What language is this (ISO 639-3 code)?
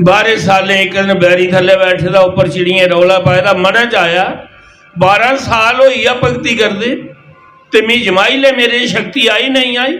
doi